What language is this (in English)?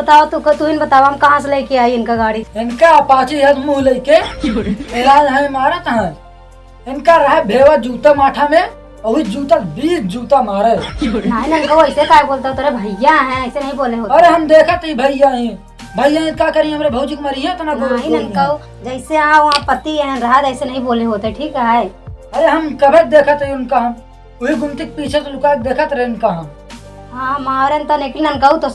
Awadhi